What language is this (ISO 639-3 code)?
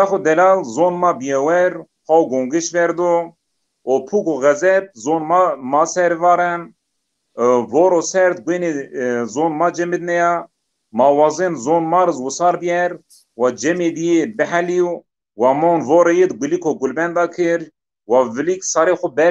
zza